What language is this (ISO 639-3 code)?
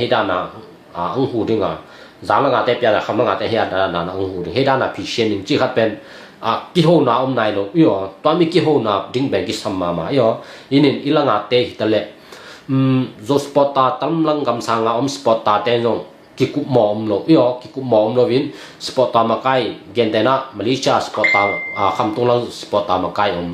ctd